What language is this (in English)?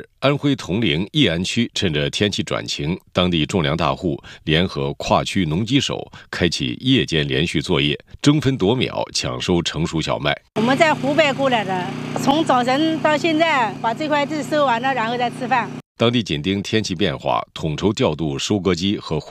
Chinese